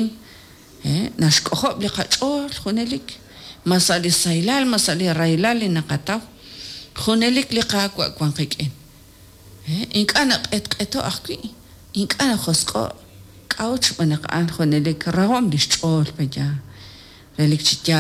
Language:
Kekchí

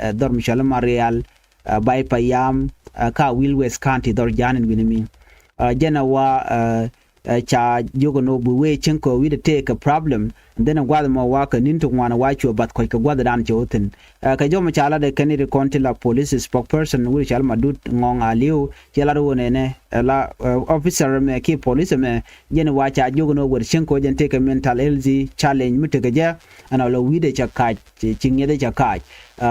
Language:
Nuer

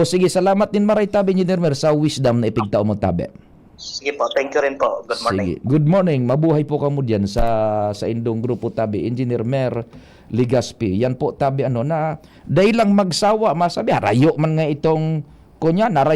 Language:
Bikol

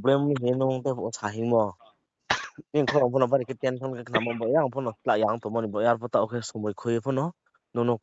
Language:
Riang (India)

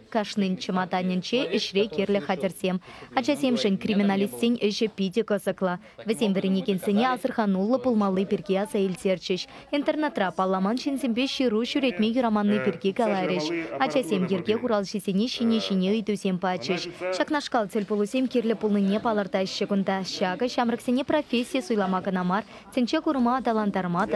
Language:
Chuvash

